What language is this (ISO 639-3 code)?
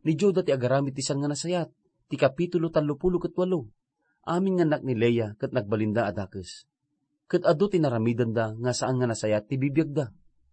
ilo